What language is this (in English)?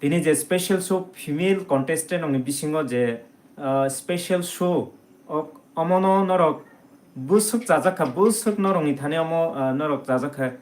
Kok Borok